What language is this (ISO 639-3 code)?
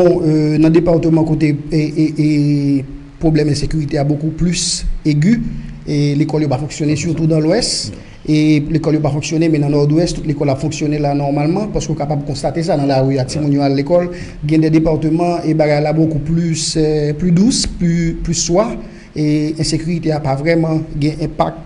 hat